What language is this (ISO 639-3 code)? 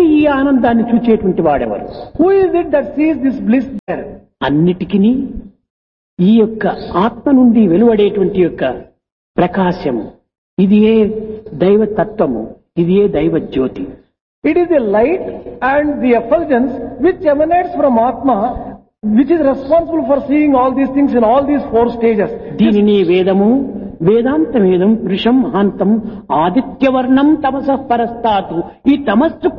tel